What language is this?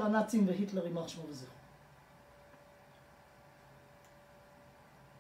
Hebrew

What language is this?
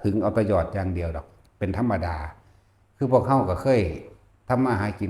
Northeastern Thai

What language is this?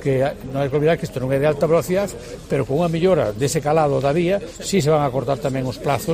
Galician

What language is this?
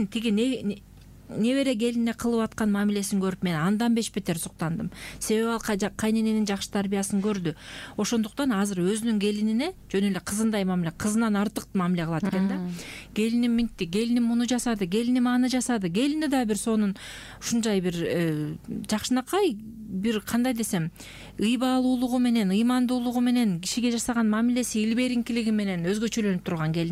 Kyrgyz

